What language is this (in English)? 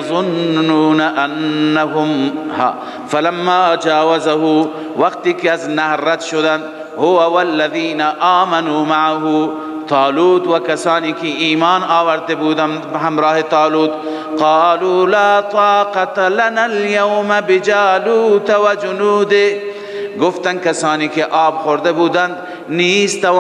Persian